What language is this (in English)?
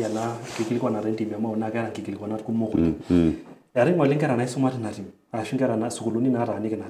Masai